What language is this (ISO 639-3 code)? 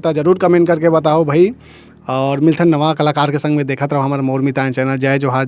hne